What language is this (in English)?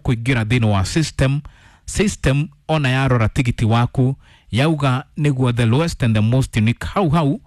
Kikuyu